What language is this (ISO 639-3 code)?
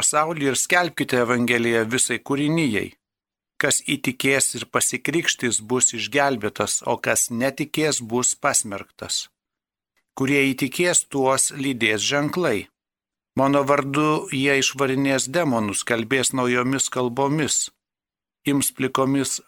lit